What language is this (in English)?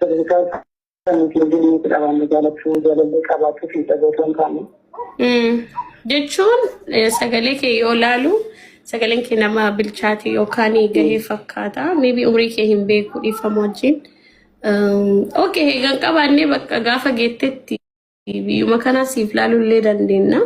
Oromo